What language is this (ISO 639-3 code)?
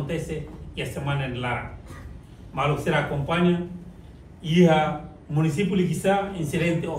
tet